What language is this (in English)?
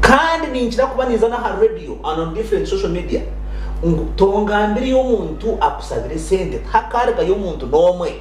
Nyankole